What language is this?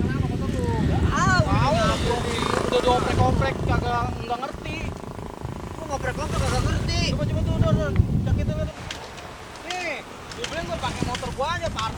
Betawi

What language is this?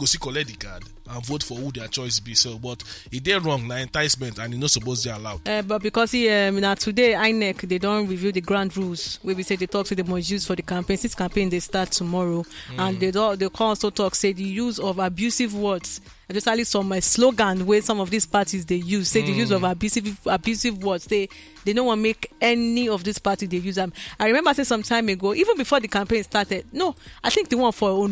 Nigerian Pidgin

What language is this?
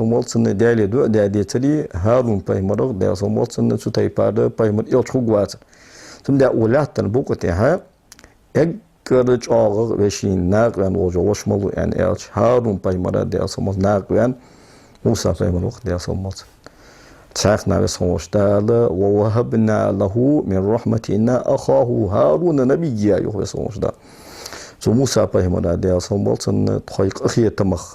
Ingush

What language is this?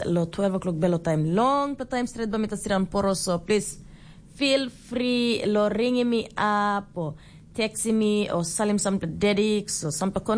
Tok Pisin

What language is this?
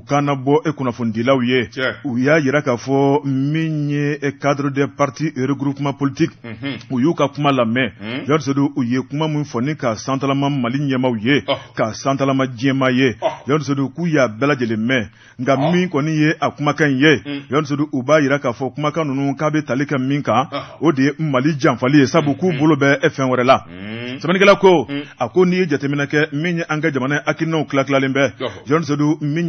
Bambara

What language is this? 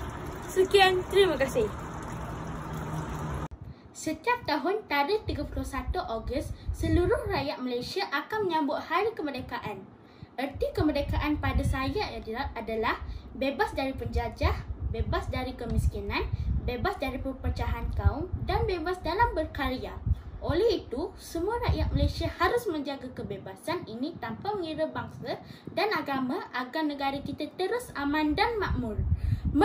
Malay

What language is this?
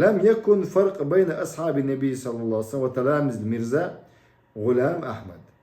Chechen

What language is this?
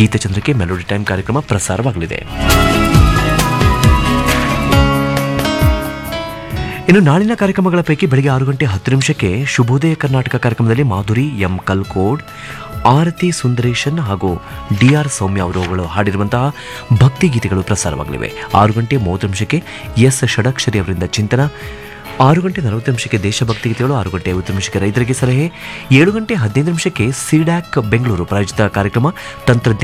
Kannada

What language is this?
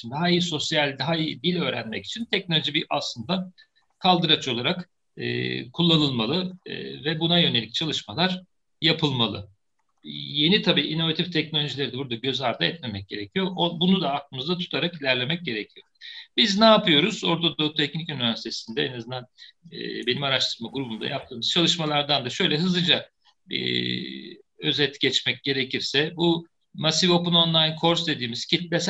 Turkish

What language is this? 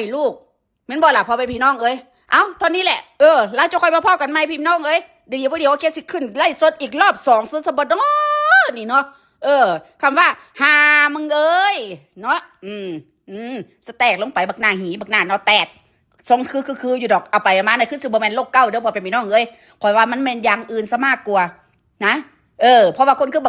Northeastern Thai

